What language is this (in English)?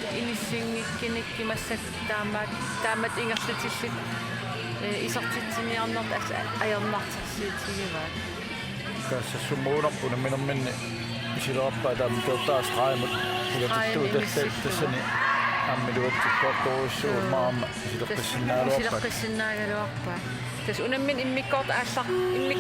Kalaallisut